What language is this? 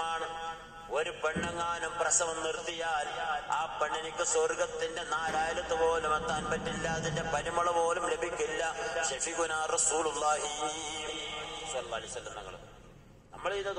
Malayalam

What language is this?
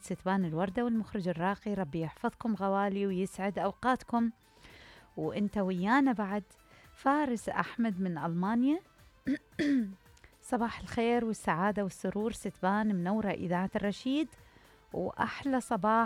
Mesopotamian Arabic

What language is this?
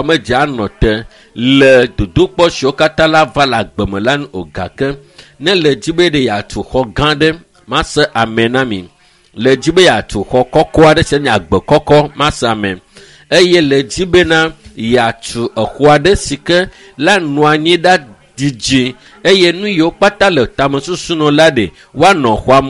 Ewe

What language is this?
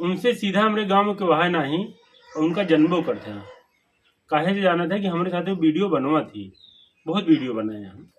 Awadhi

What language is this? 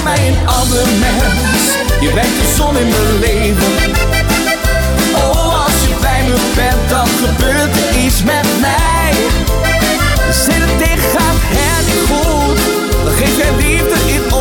Dutch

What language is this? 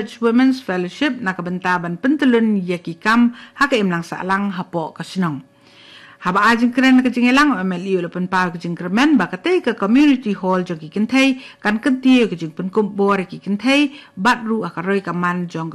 Khasi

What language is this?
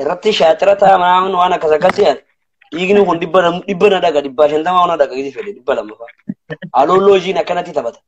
Oromo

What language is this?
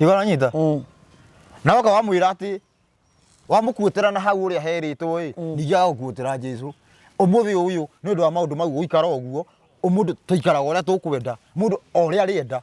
Kikuyu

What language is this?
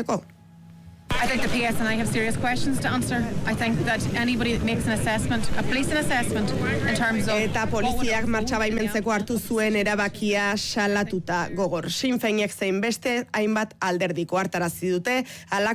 Basque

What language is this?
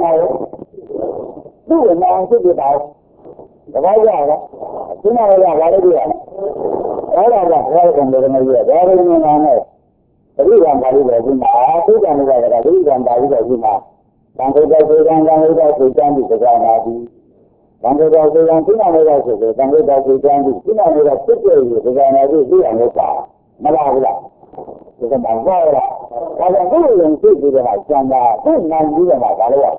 Burmese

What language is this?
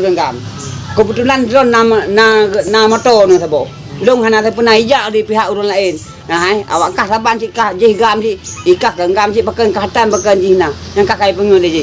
Achinese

